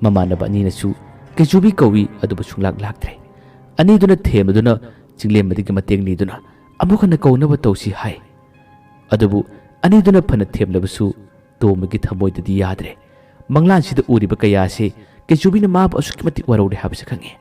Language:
Manipuri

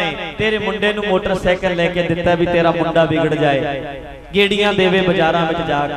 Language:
Punjabi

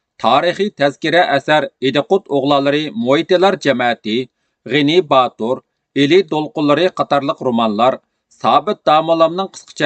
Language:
Uyghur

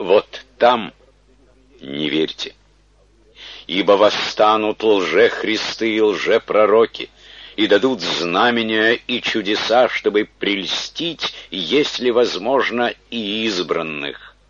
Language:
Russian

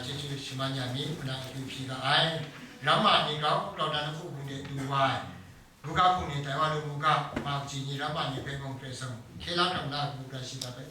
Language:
Kachin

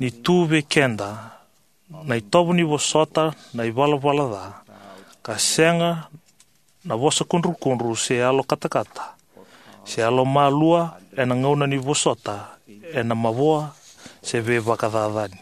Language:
Fijian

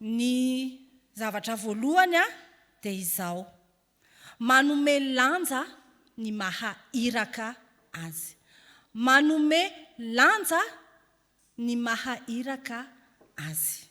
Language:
Malagasy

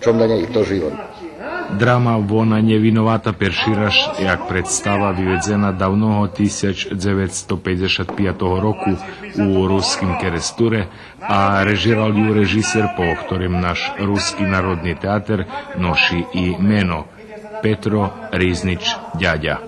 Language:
Rusyn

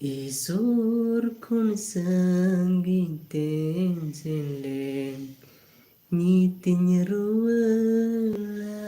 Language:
Santali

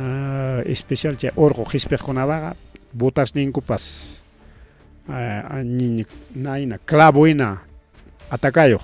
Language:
Ayacucho Quechua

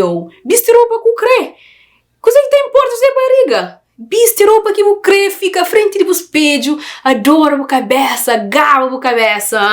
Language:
Kabuverdianu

